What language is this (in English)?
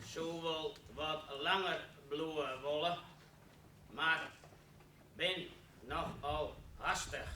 Western Frisian